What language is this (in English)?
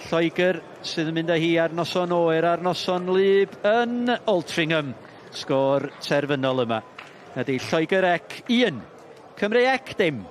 Welsh